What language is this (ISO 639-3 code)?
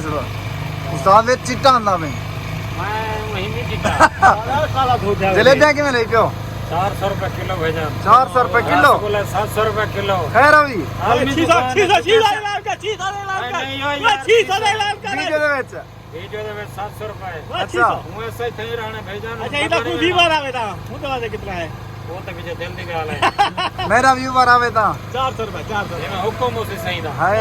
skr